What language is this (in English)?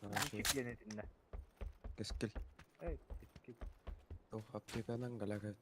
Yakut